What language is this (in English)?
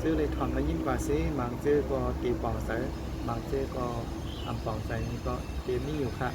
Shan